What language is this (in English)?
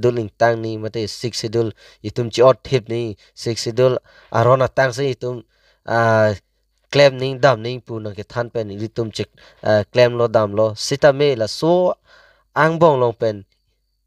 Karbi